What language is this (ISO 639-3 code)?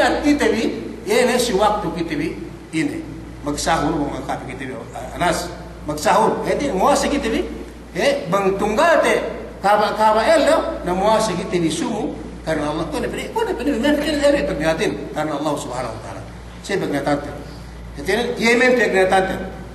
yka